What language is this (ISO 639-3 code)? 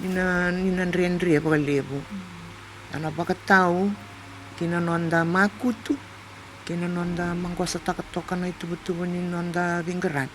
fij